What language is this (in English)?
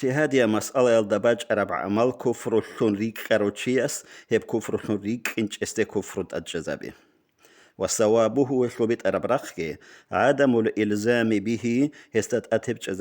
Avaric